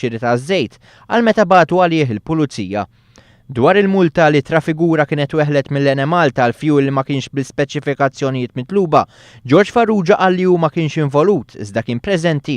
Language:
Maltese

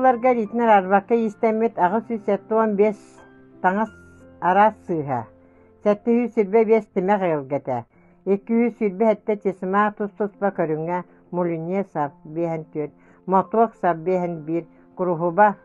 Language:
Yakut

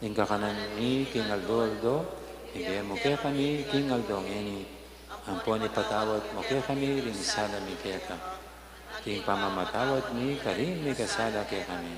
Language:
Pampanga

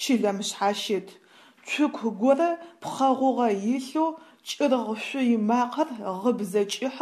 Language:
Adyghe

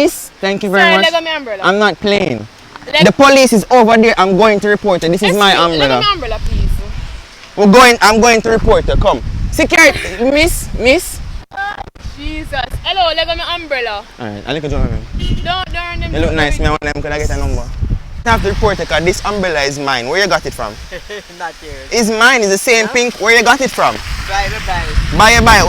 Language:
Jamaican Creole English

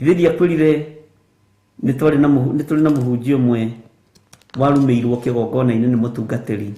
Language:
Kikuyu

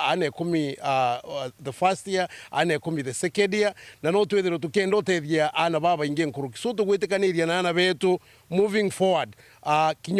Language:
Meru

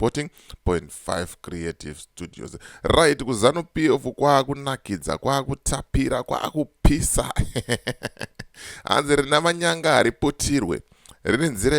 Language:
Shona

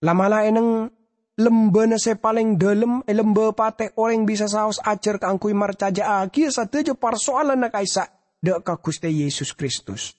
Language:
Madurese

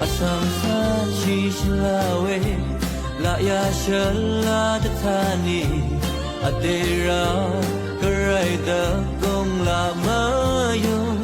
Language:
Rawang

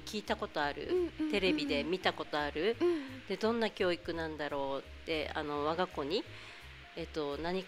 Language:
Japanese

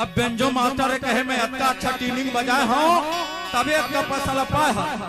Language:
Chhattisgarhi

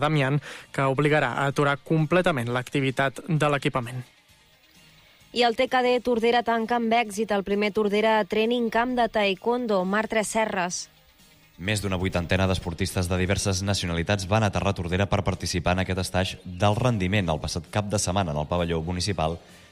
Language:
Catalan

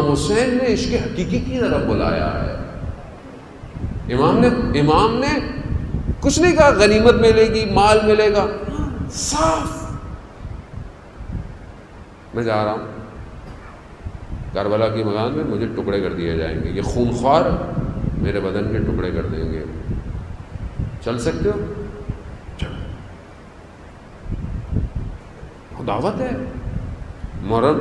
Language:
Urdu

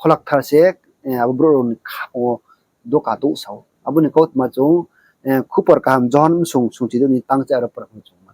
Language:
Riang (India)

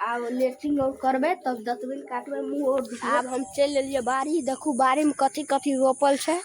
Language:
Maithili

